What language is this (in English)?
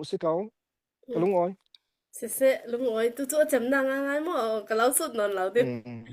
Falam Chin